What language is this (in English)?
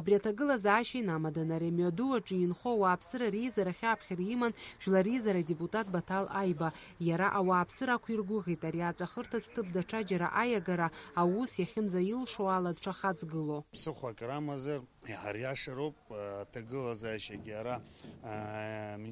Abkhazian